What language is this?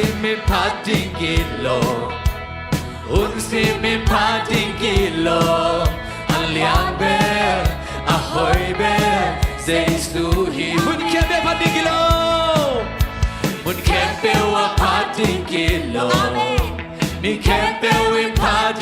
Tedim Chin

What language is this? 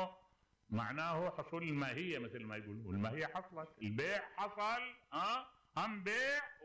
Mesopotamian Arabic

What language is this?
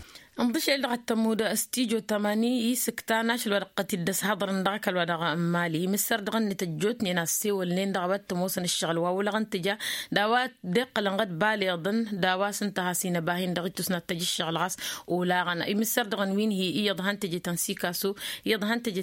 Tamasheq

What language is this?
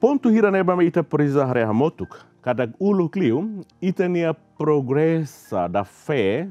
Tetum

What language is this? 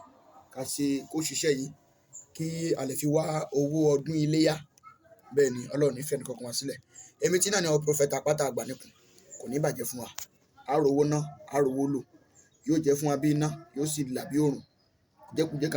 Yoruba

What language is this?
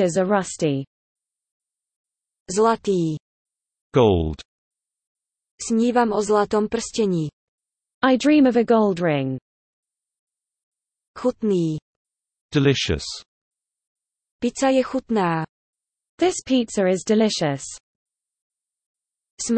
Slovak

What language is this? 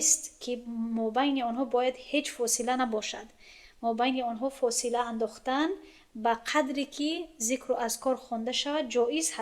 Tajik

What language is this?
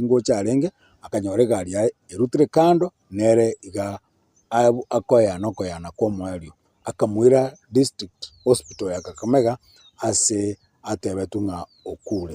Gusii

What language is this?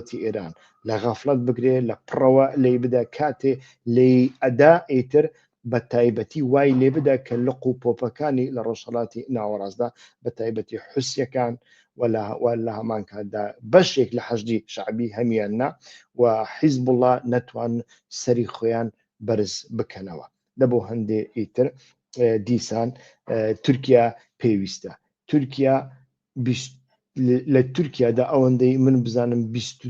Central Kurdish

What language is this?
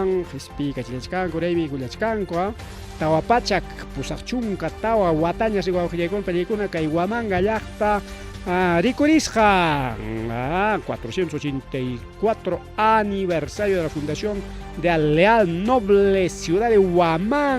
Ayacucho Quechua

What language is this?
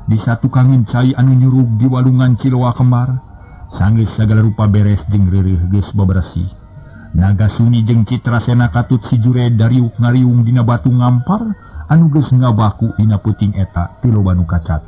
Sundanese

